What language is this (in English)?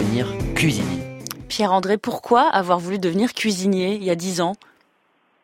French